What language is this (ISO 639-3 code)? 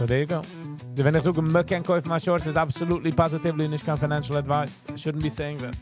yid